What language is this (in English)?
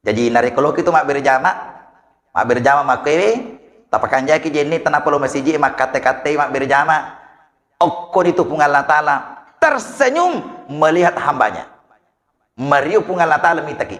Buginese